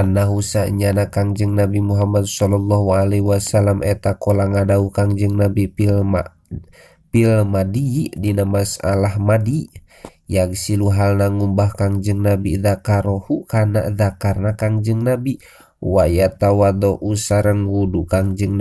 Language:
Sundanese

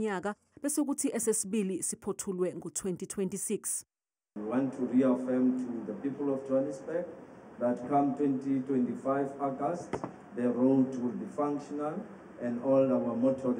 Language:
Zulu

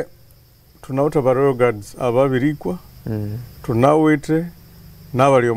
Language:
Nyankole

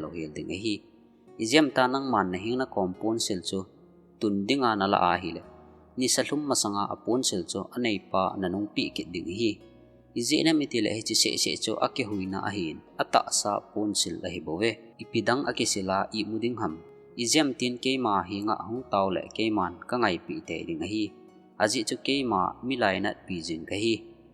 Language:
Thado Chin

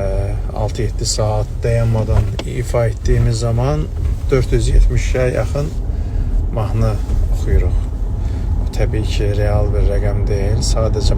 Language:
Azerbaijani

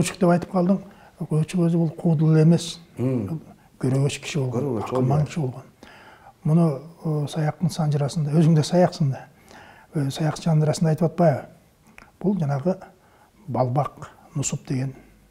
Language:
Kyrgyz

